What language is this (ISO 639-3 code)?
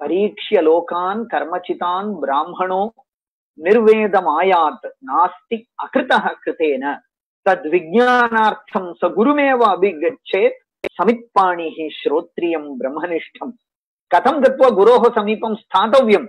san